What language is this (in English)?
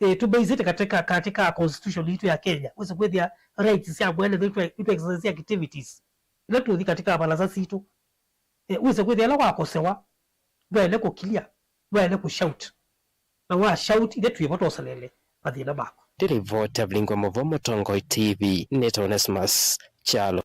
Kamba